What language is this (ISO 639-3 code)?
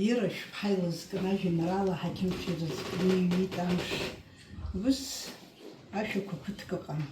abk